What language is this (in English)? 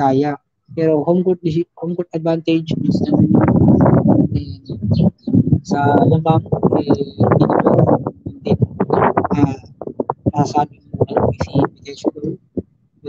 Filipino